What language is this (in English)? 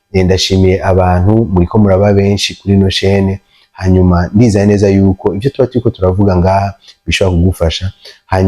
Rundi